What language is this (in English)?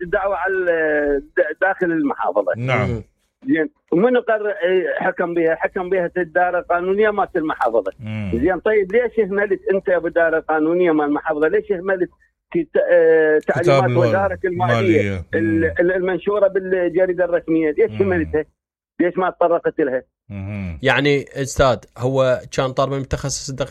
Mesopotamian Arabic